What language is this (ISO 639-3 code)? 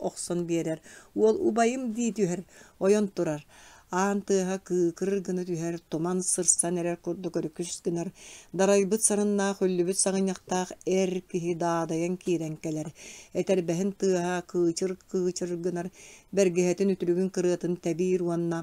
sah